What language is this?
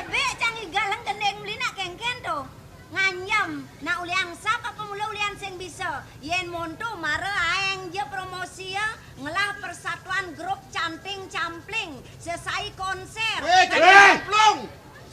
Balinese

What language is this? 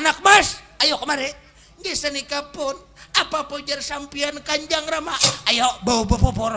Banjar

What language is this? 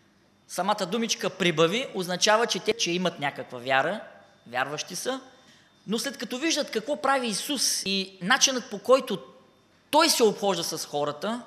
Bulgarian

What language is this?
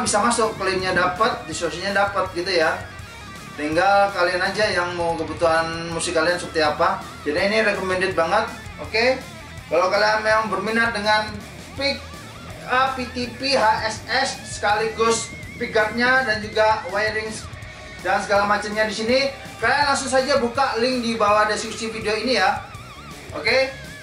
Indonesian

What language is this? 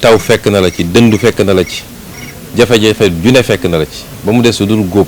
Wolof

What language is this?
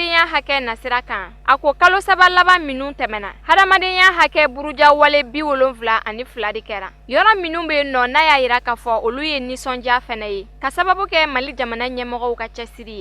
Bambara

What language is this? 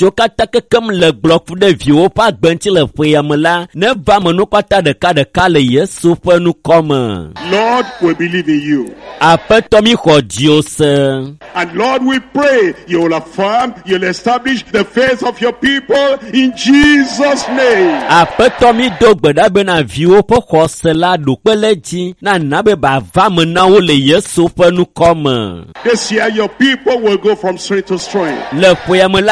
Ewe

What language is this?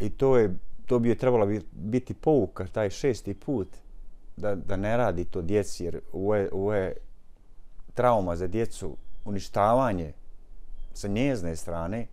Bosnian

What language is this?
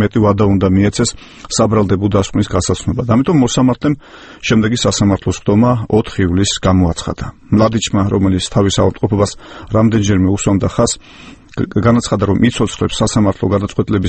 Georgian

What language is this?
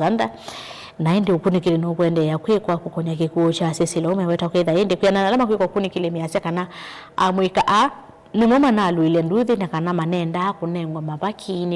Kamba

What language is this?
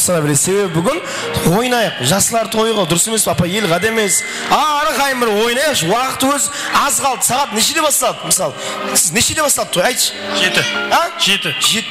Kara-Kalpak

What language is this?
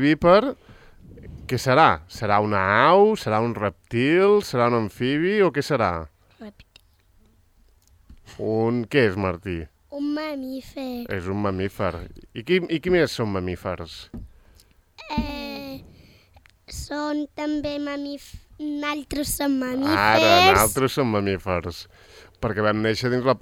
Catalan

